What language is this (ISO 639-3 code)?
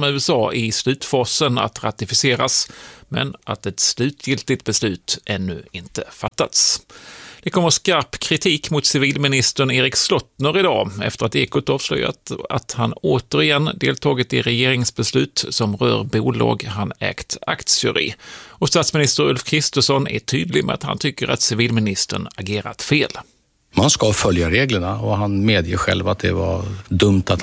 swe